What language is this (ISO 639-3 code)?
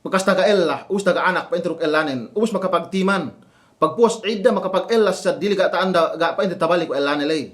yka